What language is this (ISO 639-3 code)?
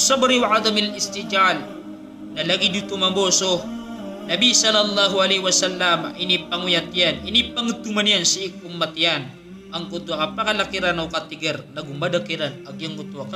mrw